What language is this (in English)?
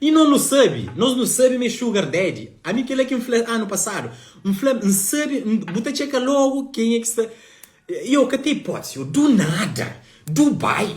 Kabuverdianu